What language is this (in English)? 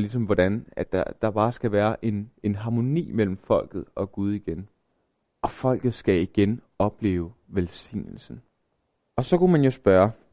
Danish